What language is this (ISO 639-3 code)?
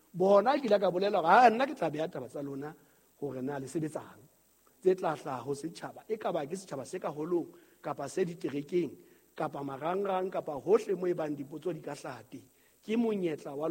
sot